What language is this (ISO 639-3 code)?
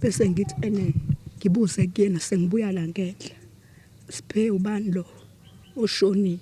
zul